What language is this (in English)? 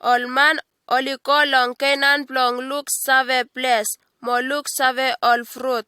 Bislama